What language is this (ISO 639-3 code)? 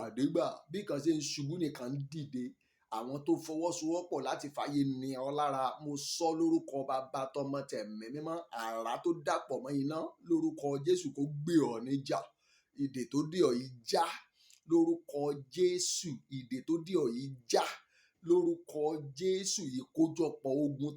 yor